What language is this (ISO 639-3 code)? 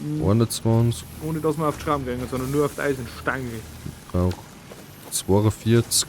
bar